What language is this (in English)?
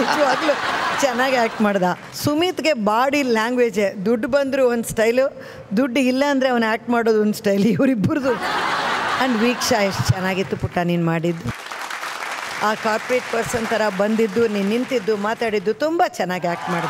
Kannada